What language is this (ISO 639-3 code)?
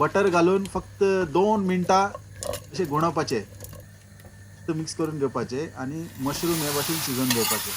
kok